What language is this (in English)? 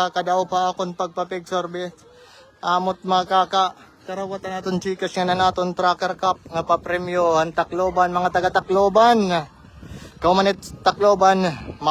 Waray